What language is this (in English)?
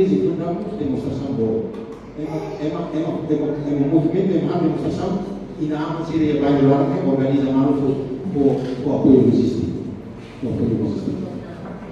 Tetum